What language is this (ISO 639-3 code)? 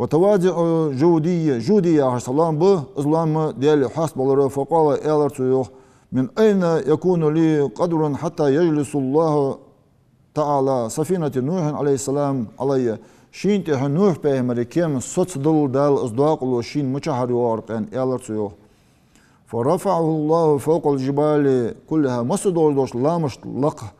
inh